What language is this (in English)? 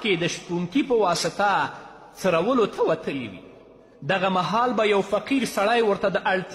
Pashto